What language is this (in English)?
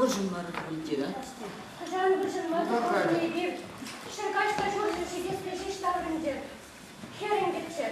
Chuvash